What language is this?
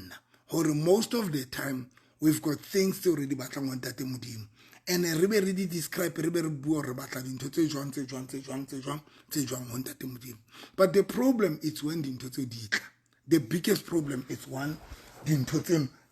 Southern Sotho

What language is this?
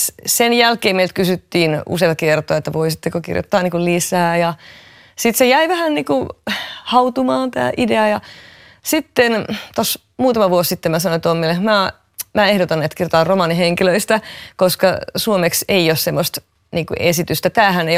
Finnish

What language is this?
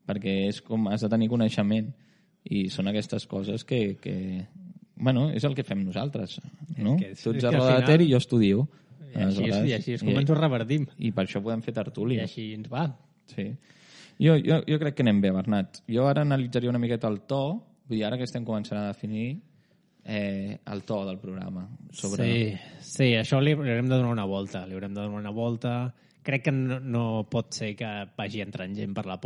Catalan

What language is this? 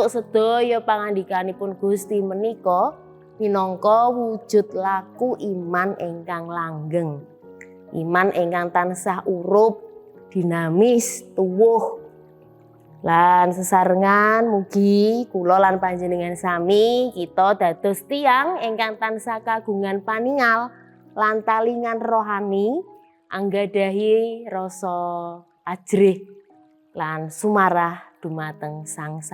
Javanese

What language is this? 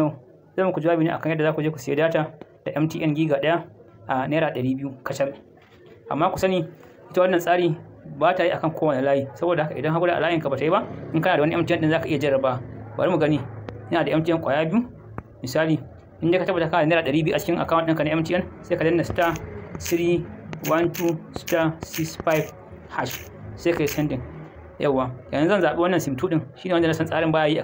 Hausa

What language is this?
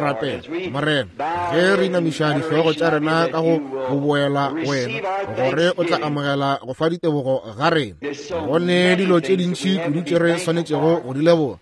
Northern Sotho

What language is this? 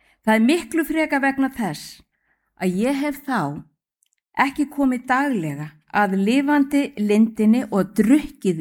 Icelandic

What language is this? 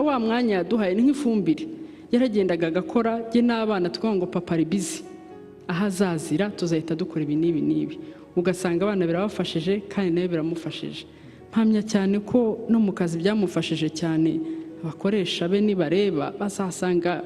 Kinyarwanda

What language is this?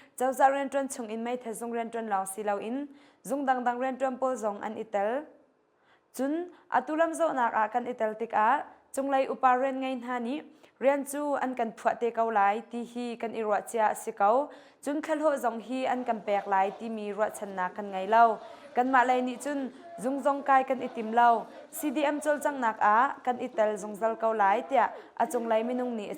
Hakha Chin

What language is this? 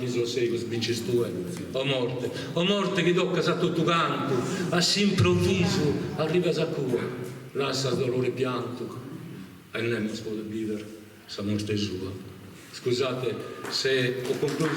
Sardinian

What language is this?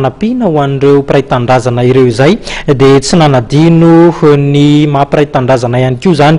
Malagasy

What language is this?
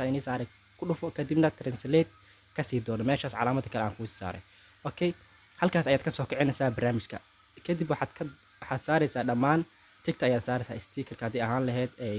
Somali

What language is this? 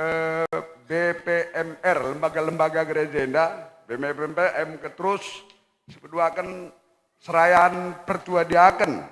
Batak Karo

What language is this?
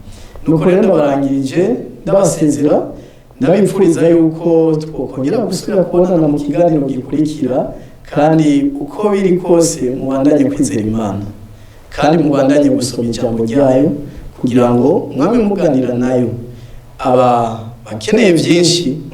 Rundi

